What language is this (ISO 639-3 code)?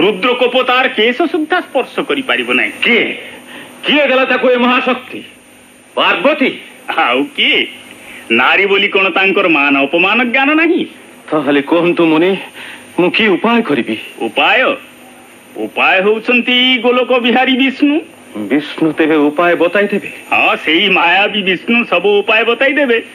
ori